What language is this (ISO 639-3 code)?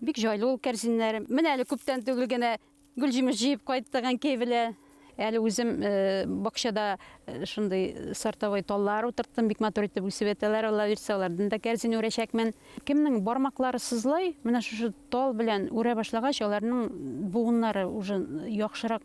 bak